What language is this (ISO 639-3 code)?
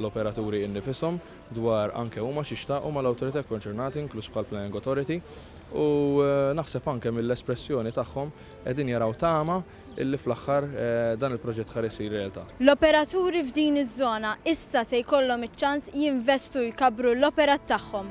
mlt